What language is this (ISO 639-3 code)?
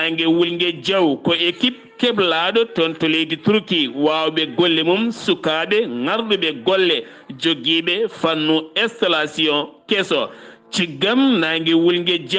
ful